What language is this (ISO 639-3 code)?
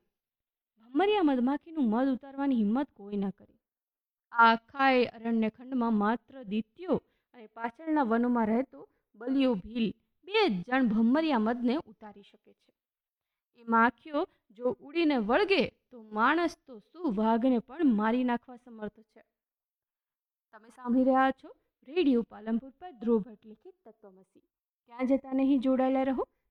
guj